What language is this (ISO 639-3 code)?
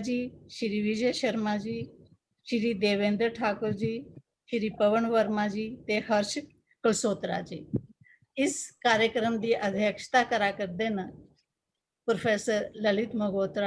doi